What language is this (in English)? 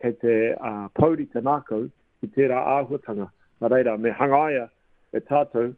Māori